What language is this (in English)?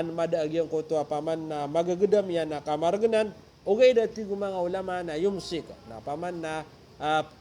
Maranao